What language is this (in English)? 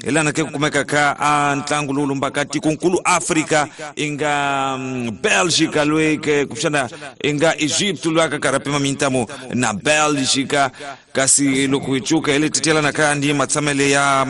Tsonga